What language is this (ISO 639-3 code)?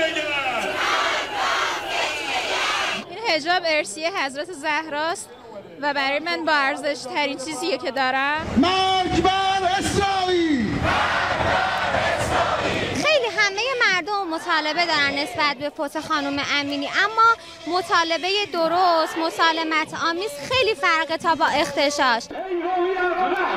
fas